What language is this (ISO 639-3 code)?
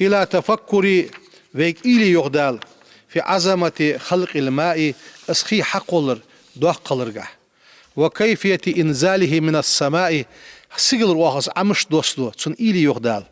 inh